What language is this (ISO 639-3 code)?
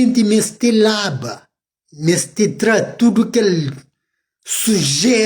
kea